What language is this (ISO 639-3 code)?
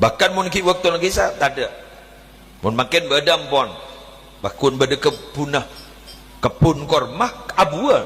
mad